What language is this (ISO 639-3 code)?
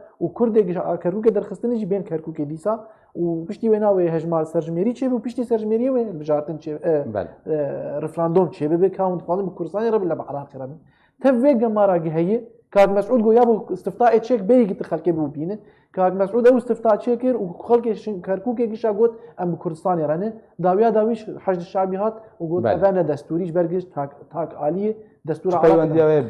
kur